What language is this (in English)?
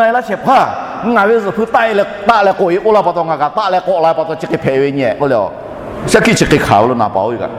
Lahu